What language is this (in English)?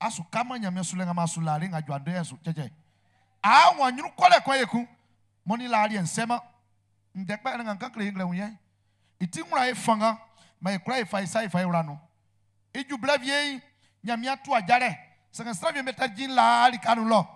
Baoulé